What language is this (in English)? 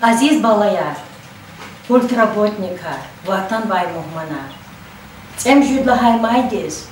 Lezghian